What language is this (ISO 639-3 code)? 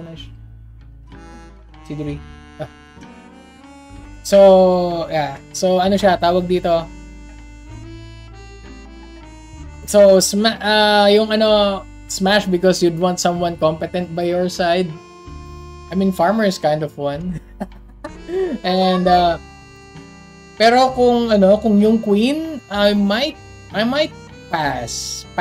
fil